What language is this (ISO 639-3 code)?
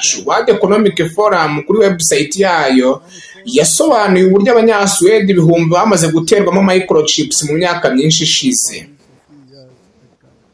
kin